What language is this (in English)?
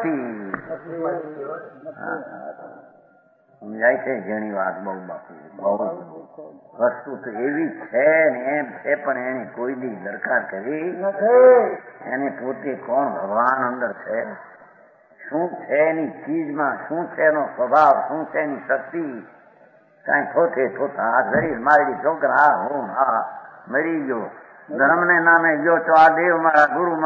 Gujarati